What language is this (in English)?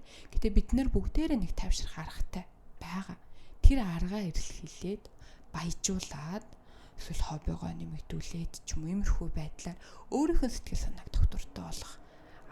Mongolian